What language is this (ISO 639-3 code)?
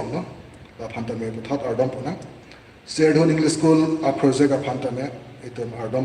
mjw